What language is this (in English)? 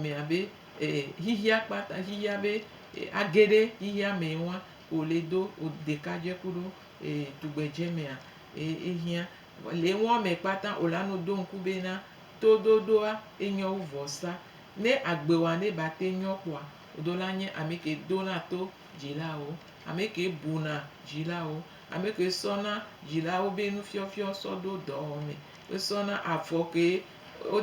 Gen